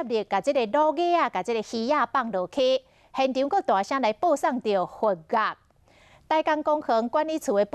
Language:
Min Nan Chinese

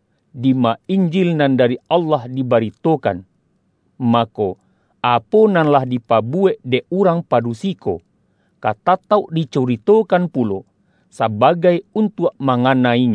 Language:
Minangkabau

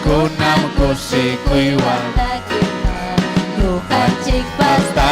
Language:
Ayacucho Quechua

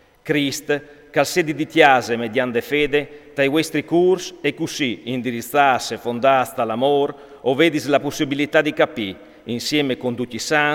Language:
Friulian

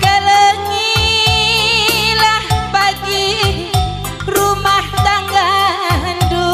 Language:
Batak Karo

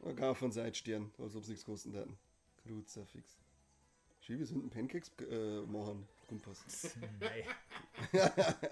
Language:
Bavarian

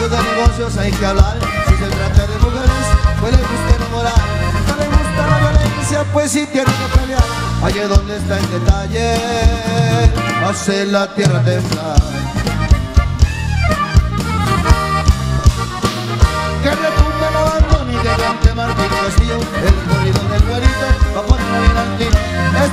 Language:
Spanish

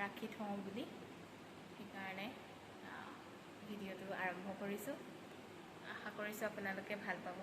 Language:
Assamese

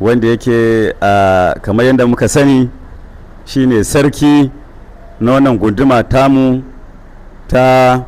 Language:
Hausa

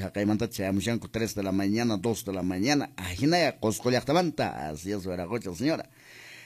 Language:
Quechua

